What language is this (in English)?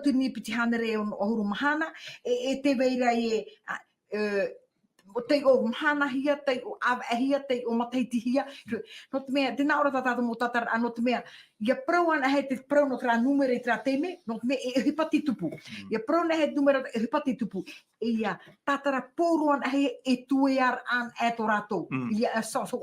Tahitian